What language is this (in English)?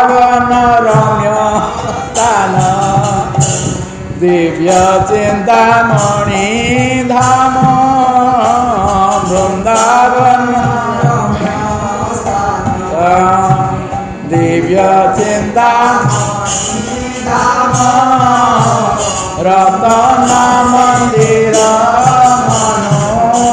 Odia